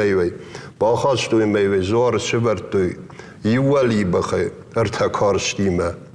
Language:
Ossetic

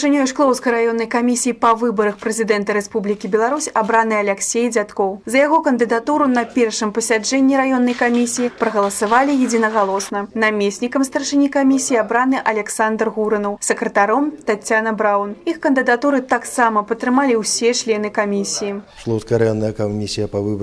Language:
Belarusian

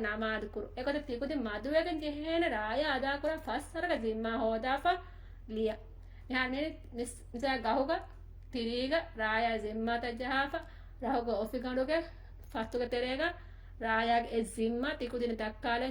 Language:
Divehi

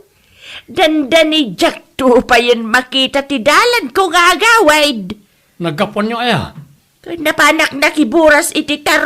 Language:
Iloko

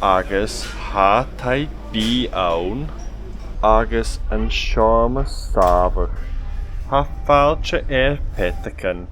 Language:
Scottish Gaelic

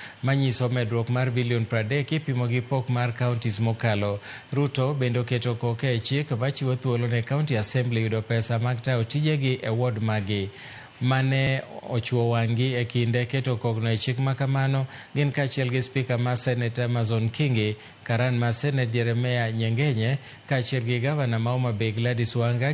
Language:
Luo (Kenya and Tanzania)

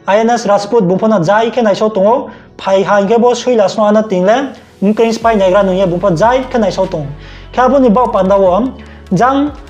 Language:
Riang (India)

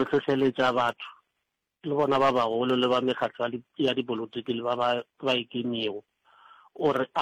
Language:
Northern Sotho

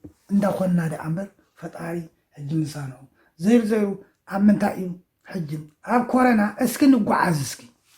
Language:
Tigrinya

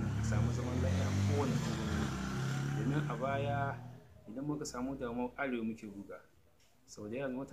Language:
Hausa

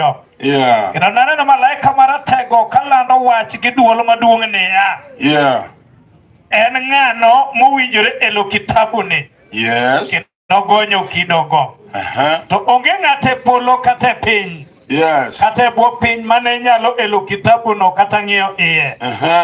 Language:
Luo (Kenya and Tanzania)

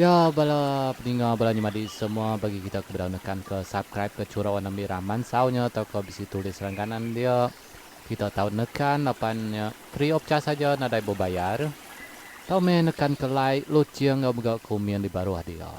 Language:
Iban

